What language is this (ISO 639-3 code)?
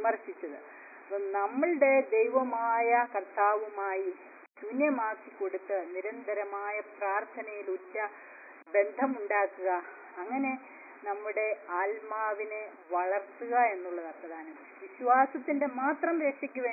mal